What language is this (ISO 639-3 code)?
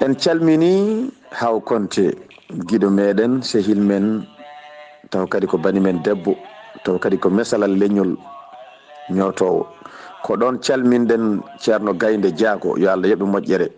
ful